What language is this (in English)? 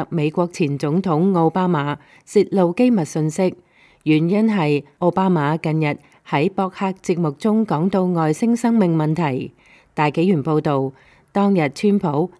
Cantonese